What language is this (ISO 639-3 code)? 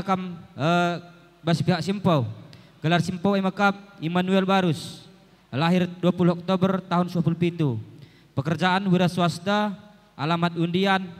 btx